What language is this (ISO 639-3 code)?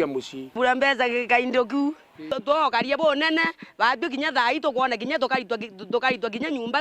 mer